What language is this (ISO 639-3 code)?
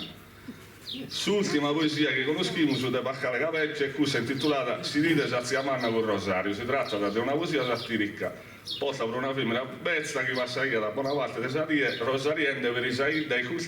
srd